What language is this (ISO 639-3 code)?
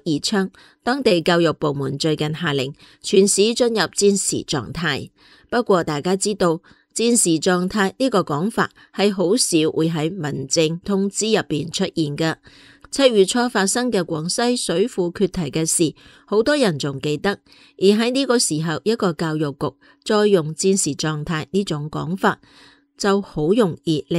yue